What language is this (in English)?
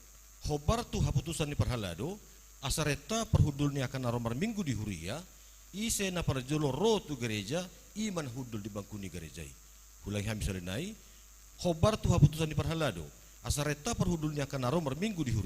Batak Toba